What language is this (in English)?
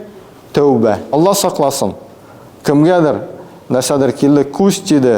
Tatar